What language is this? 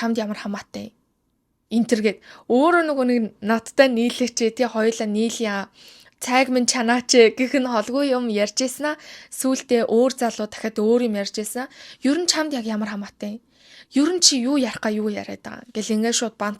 Mongolian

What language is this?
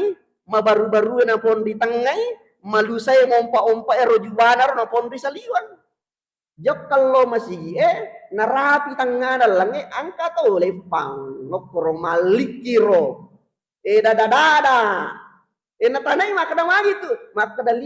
Buginese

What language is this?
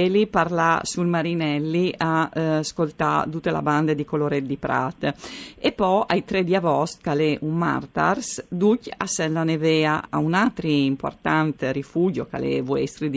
Friulian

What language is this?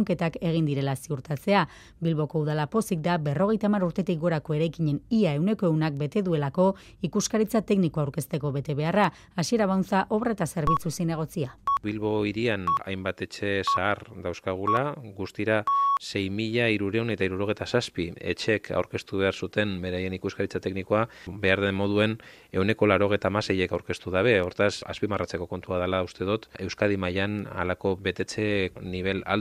Basque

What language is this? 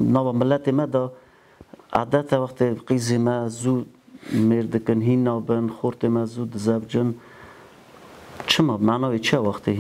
Kurdish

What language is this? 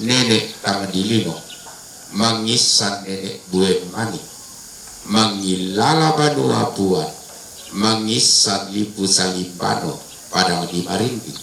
Toraja-Sa'dan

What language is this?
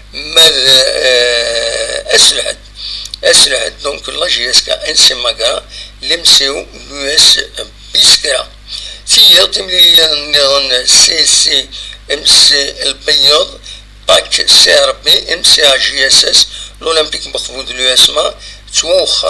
Kabyle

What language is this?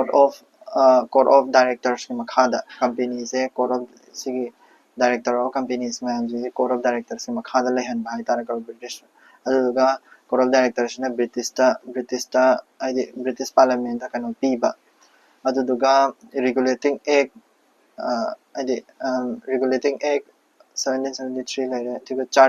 Manipuri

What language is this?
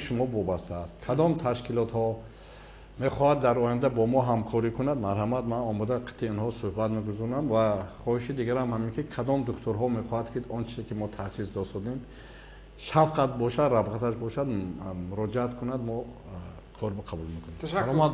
Tajik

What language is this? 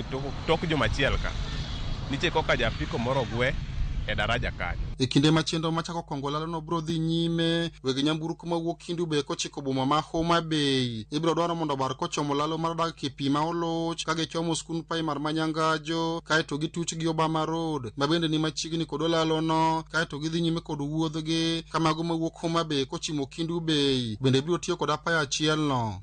Luo (Kenya and Tanzania)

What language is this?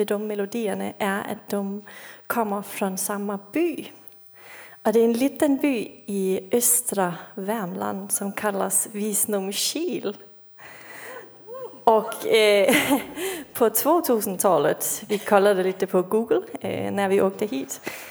Swedish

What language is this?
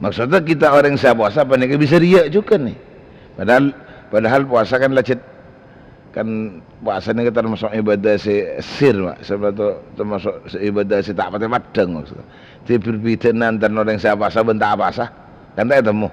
Madurese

